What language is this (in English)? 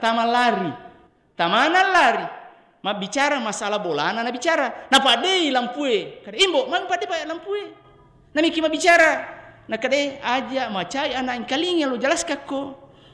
Buginese